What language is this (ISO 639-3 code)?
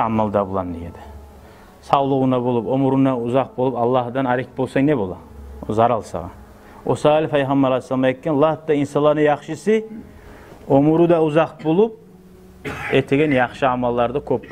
kum